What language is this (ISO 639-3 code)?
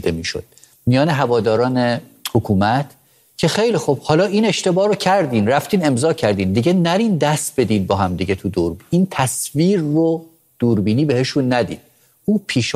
fas